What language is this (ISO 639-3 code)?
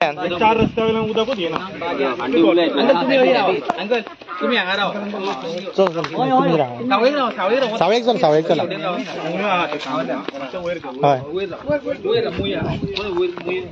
kok